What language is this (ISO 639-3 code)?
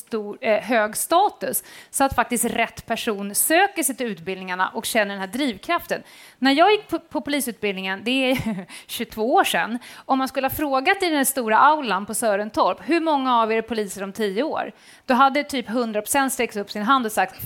swe